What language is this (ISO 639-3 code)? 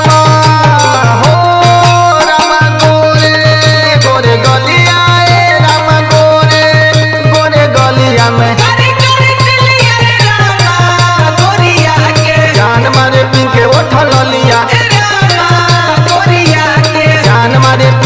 bho